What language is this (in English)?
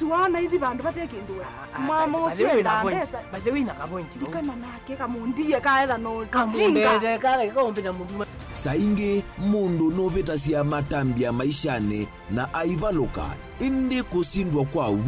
Kamba